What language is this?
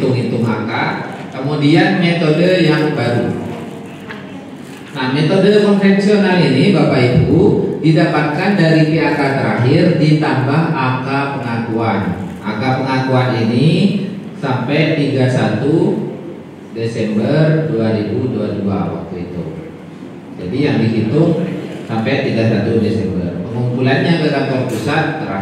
Indonesian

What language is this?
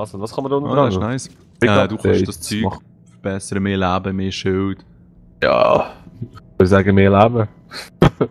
Swiss German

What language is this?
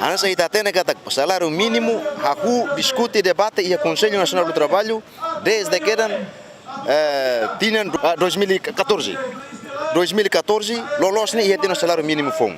Tetum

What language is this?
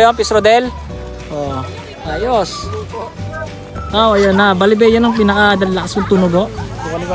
Filipino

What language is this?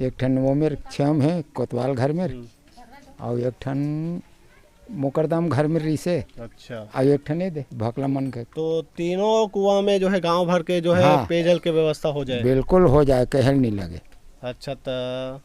Chhattisgarhi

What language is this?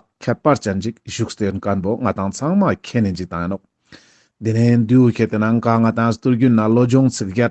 Ladakhi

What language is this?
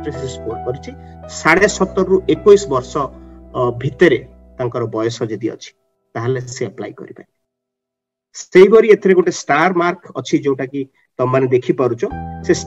Odia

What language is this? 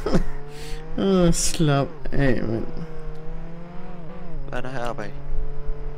Danish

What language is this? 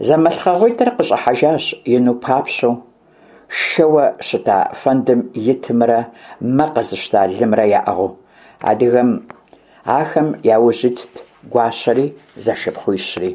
Kabardian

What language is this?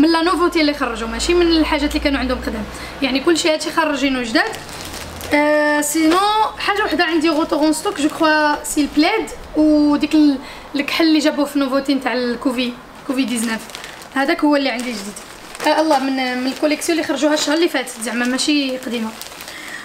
Moroccan Arabic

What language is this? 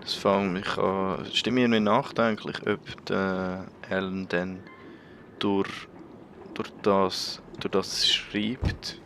Swiss German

